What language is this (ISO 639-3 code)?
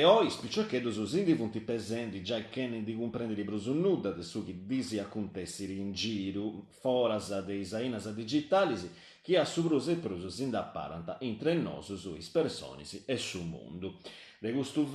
srd